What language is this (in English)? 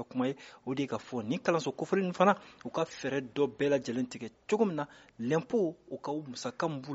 Bambara